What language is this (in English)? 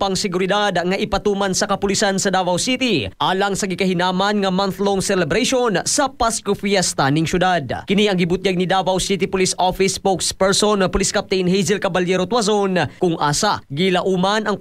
Cebuano